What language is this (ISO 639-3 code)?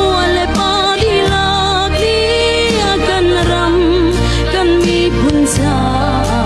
cnh